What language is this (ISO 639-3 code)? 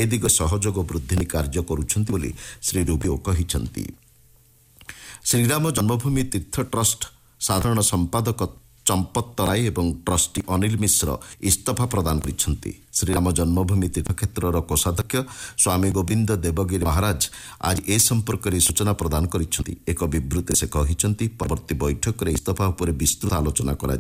ori